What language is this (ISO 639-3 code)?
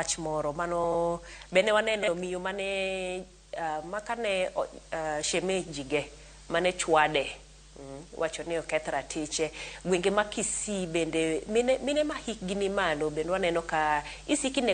luo